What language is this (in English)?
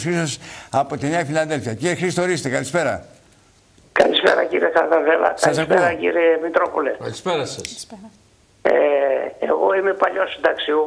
Greek